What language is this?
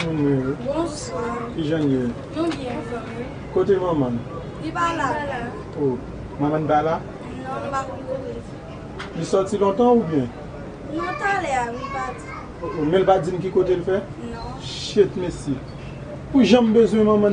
Haitian Creole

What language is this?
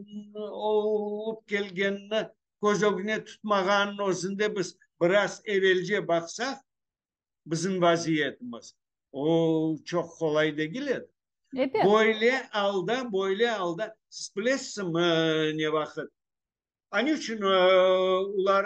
Crimean Tatar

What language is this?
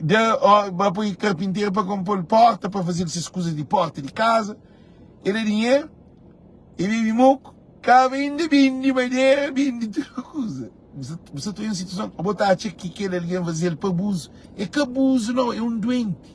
Kabuverdianu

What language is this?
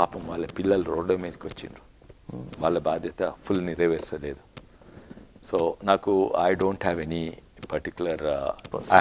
Telugu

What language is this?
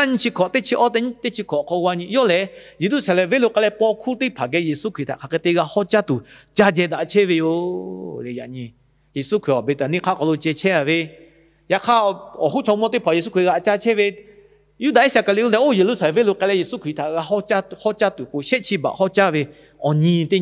Lahu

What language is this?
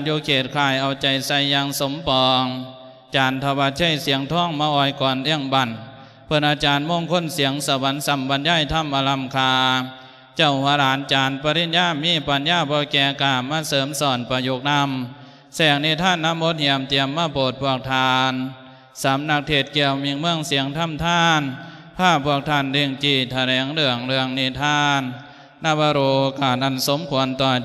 Lao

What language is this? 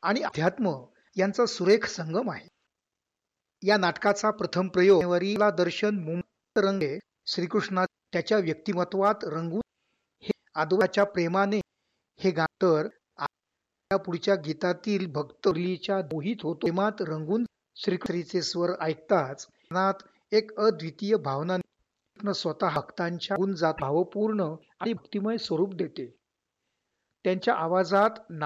Marathi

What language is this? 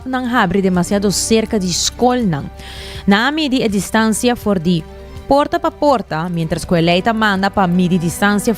Papiamento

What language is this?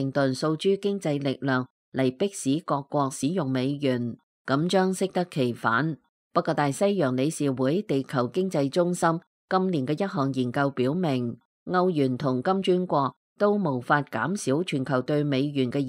Cantonese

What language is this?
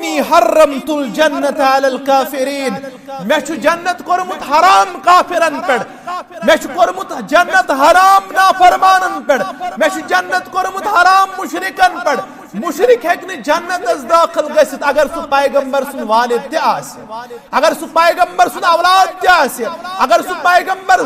Kashmiri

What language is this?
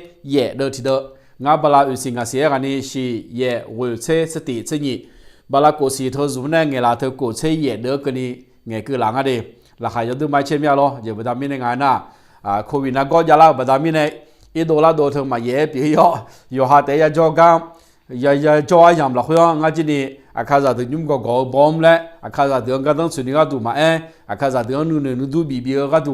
Akha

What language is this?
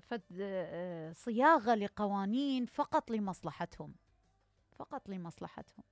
Mesopotamian Arabic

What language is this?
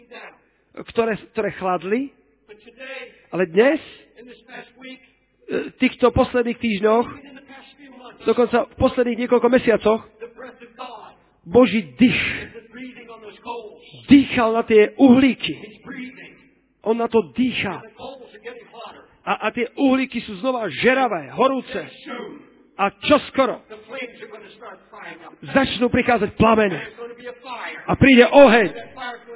Slovak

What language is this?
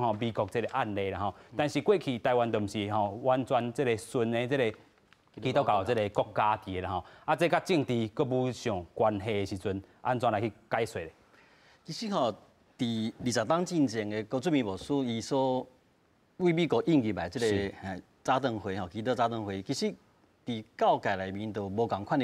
Min Nan Chinese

